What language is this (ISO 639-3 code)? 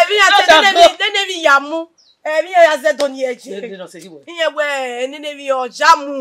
bin